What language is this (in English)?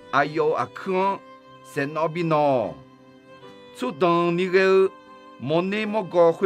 Akha